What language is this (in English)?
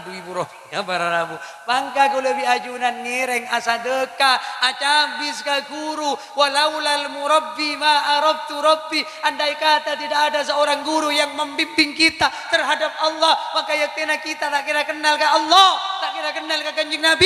Madurese